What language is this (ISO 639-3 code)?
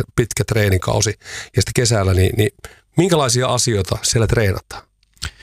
fin